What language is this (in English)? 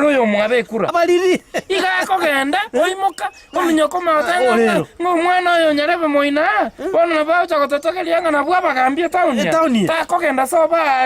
Gusii